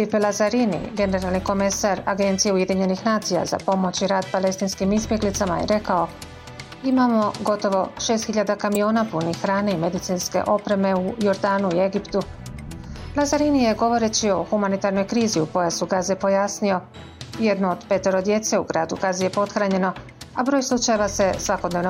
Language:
Bosnian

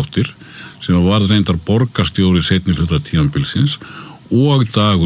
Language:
Icelandic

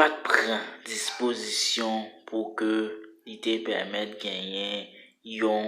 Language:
Haitian Creole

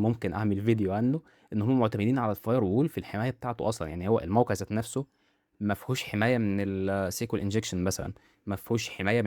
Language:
Egyptian Arabic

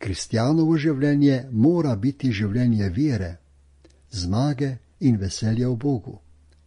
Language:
Slovenian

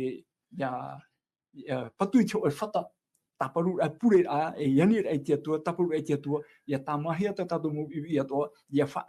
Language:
Tahitian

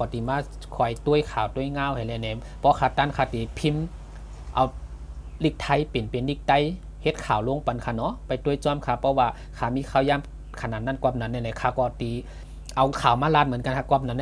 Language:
Shan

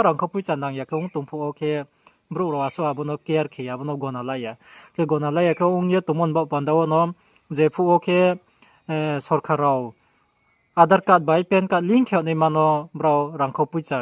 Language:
Riang (India)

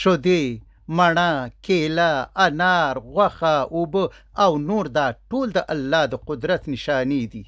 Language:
Pashto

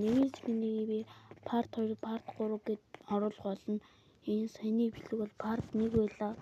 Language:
Mongolian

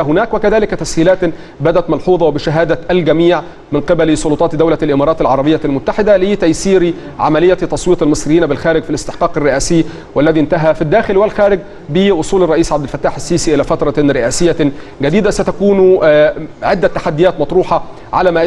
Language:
Arabic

